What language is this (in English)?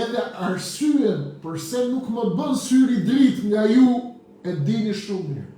Albanian